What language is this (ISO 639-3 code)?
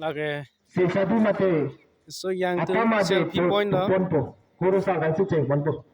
mjw